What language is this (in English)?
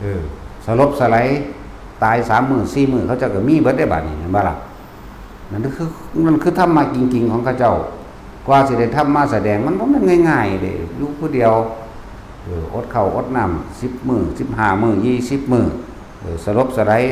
Northeastern Thai